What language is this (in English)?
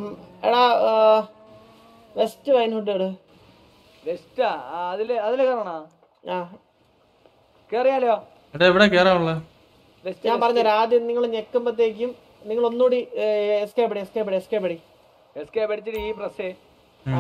Malayalam